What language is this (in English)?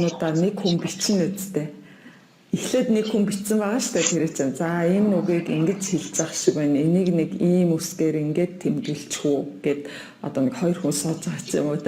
Mongolian